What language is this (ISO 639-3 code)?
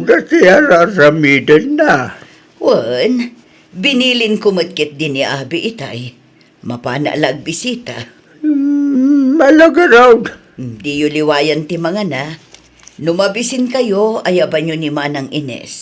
ilo